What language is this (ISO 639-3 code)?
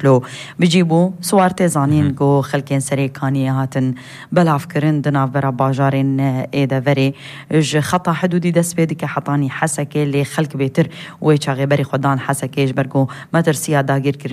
kur